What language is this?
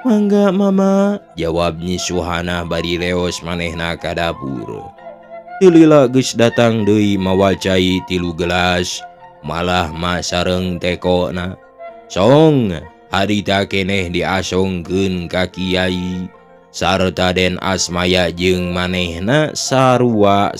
Sundanese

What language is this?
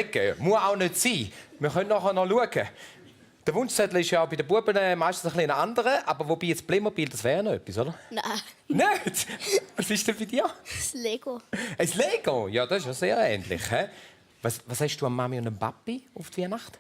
Swiss German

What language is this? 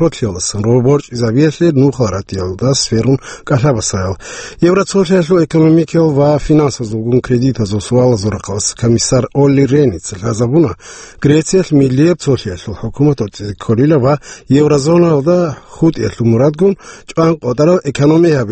Avaric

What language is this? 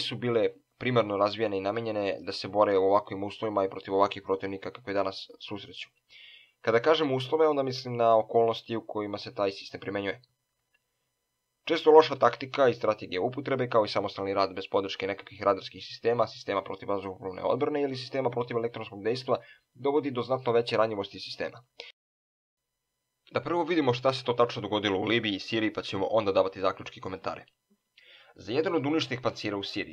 Serbian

